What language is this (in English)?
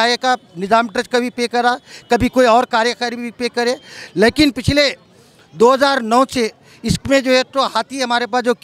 Urdu